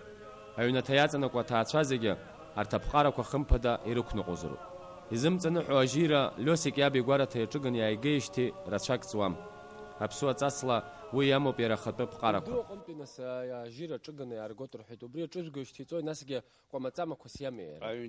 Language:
Abkhazian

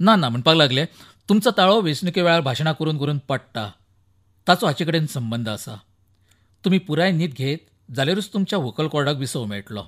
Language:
Konkani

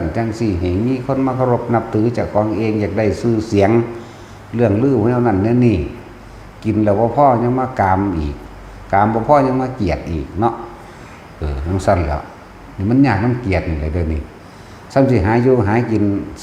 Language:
Northeastern Thai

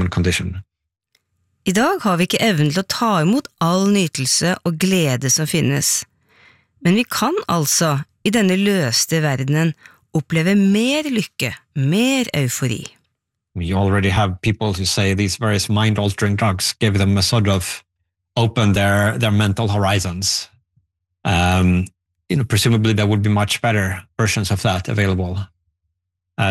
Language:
Norwegian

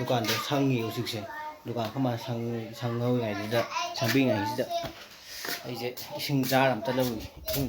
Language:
Manipuri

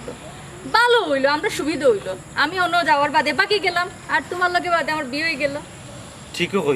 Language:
Sylheti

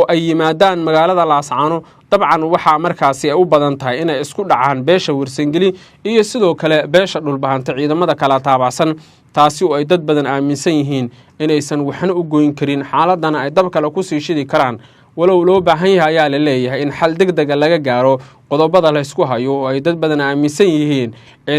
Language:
Somali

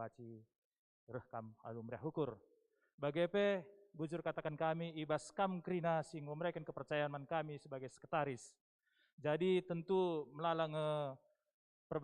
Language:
Batak Karo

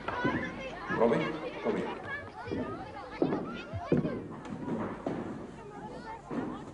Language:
Afrikaans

